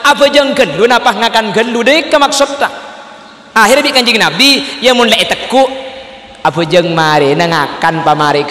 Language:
Madurese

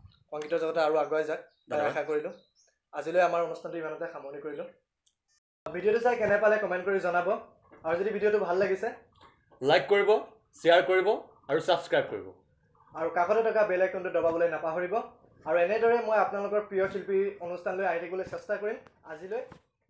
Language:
Assamese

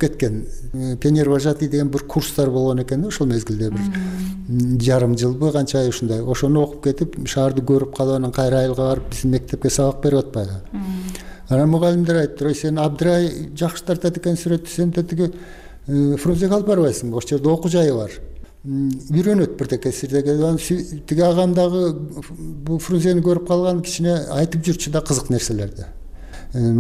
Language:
Kyrgyz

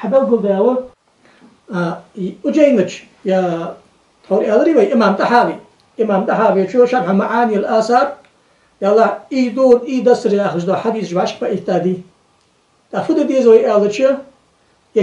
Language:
Ingush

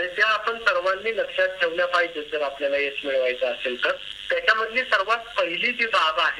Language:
Marathi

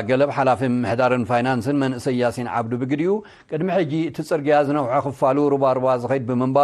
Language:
Tigrinya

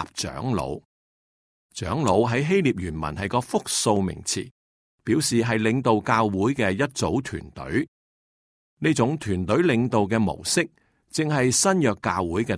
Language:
Cantonese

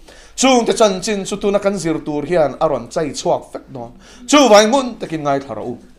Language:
Mizo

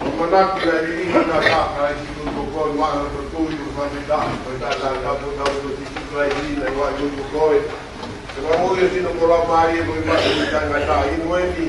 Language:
Tongan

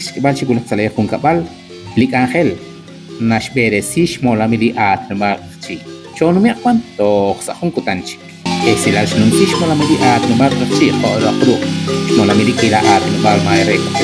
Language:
Kekchí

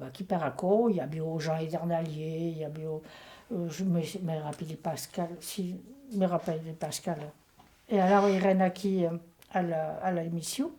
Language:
Occitan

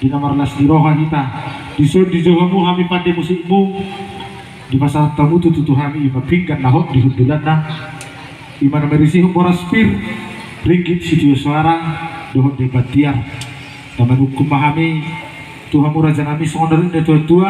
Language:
Batak Toba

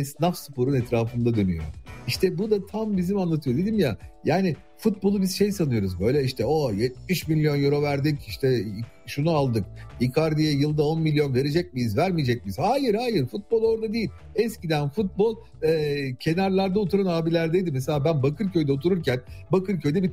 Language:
Turkish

